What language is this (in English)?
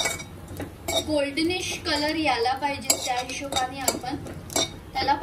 Marathi